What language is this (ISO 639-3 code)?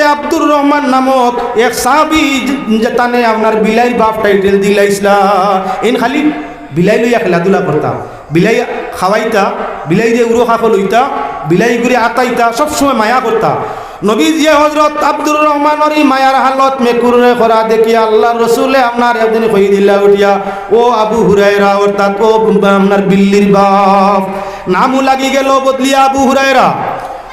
syl